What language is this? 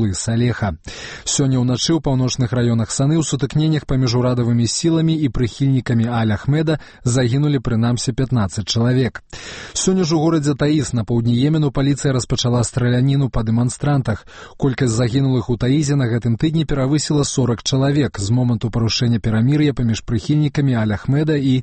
Belarusian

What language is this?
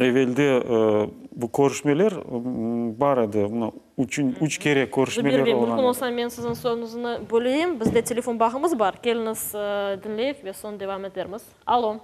Crimean Tatar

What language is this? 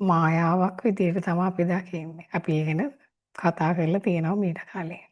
Sinhala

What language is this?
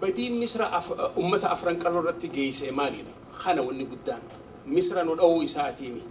Oromo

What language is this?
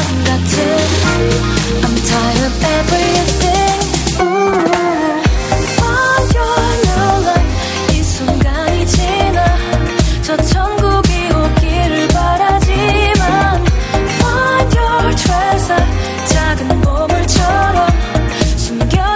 Korean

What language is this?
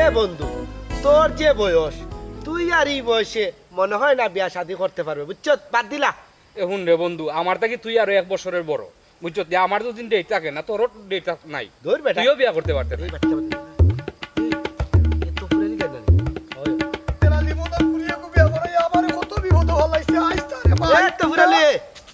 Sylheti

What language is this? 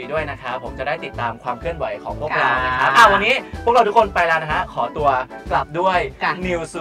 Thai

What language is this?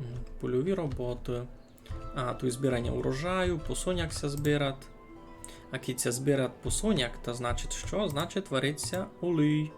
Rusyn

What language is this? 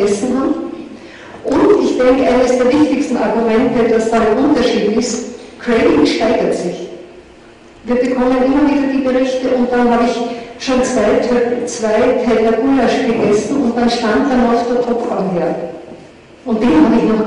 German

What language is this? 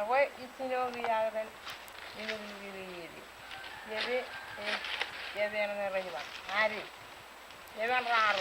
Marshallese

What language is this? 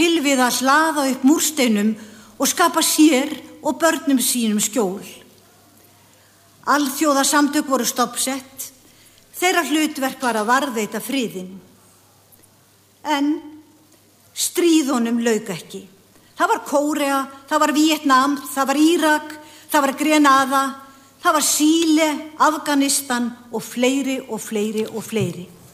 Icelandic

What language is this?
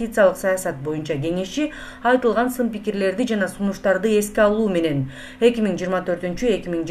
Kyrgyz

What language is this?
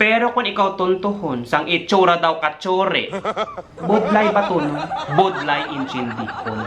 Hiligaynon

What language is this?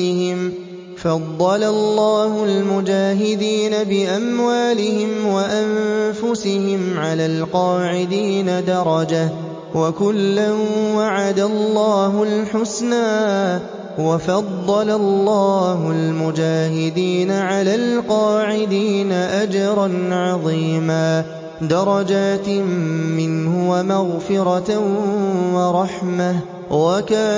Arabic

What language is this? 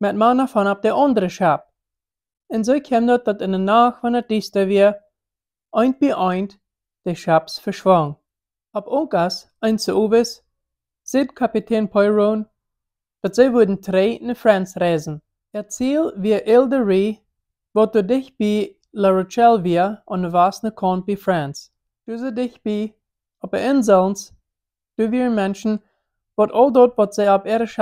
Plautdietsch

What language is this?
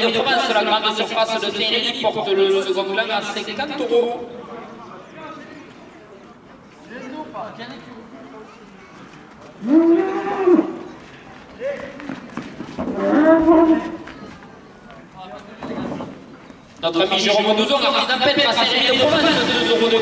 French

